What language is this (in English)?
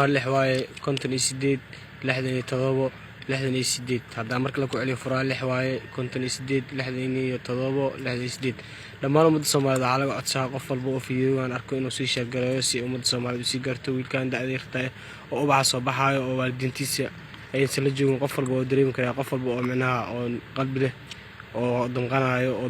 Somali